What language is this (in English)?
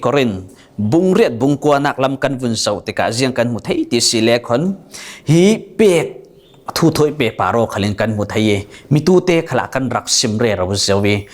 Falam Chin